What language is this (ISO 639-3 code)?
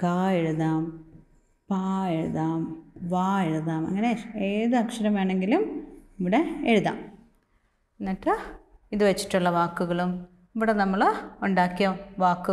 mal